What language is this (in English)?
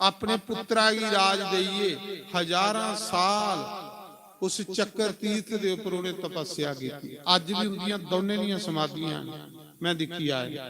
Dogri